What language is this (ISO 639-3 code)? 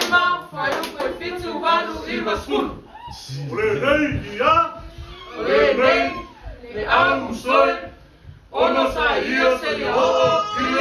smo